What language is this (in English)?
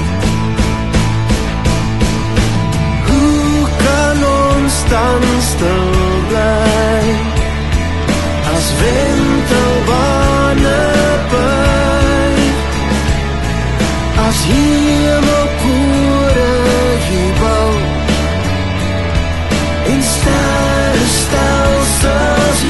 Afrikaans